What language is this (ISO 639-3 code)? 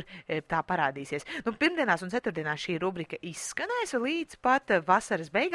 lav